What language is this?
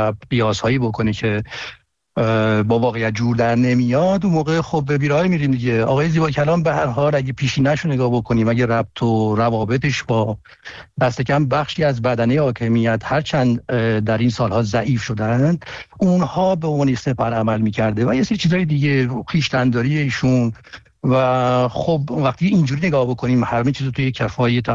Persian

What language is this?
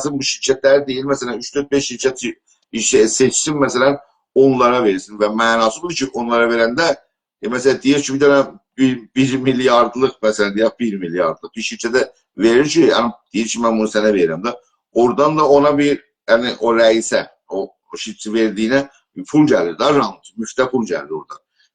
South Azerbaijani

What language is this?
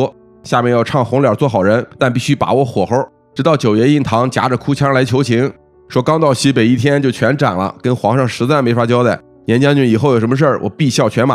Chinese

